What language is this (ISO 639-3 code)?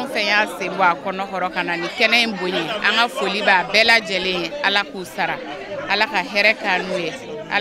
bam